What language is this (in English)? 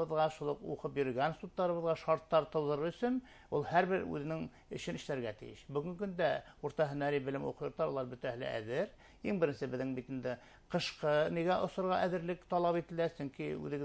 Bashkir